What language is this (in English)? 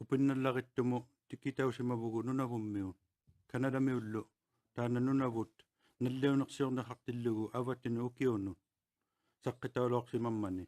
Inuktitut